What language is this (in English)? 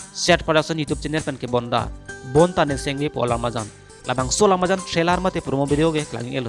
Karbi